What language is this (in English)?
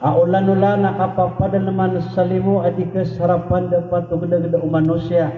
Maranao